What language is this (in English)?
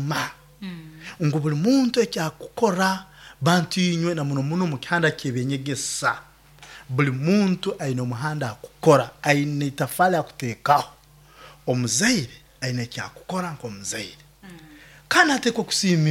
Nyoro